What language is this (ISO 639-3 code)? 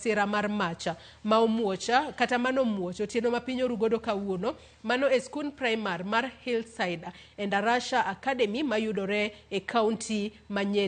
luo